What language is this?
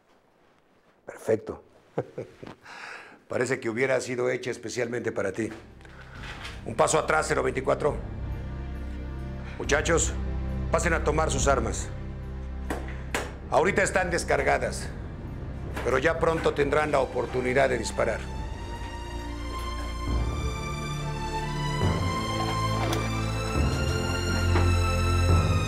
Spanish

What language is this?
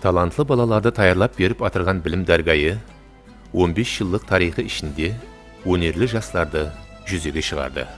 Kara-Kalpak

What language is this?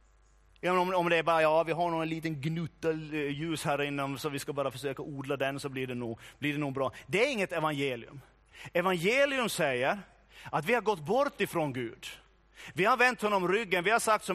Swedish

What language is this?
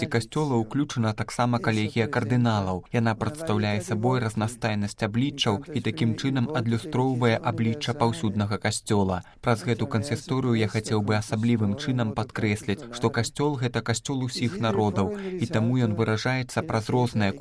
Belarusian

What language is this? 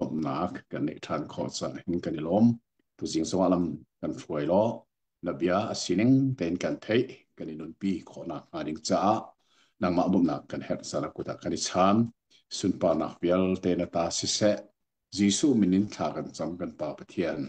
Hakha Chin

